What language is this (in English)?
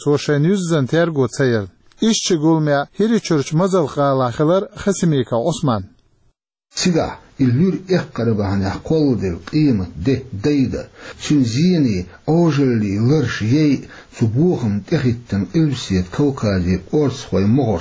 Chechen